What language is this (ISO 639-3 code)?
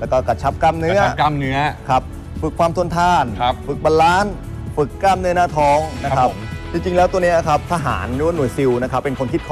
tha